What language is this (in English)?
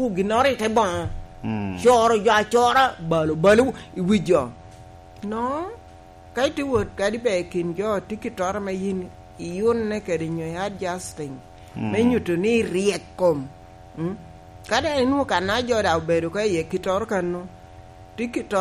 Lango (Uganda)